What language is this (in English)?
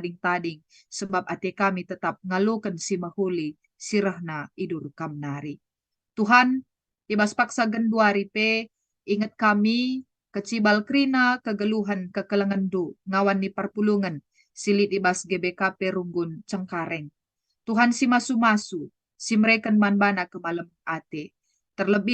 Batak Karo